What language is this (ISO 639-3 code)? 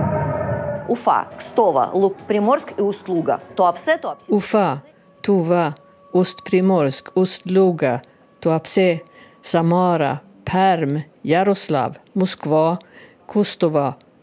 swe